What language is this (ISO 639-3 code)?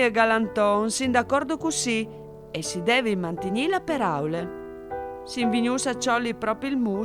fur